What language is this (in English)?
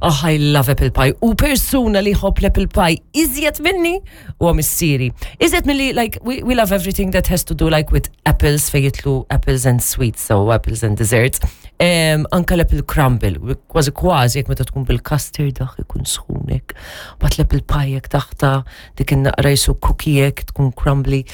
Maltese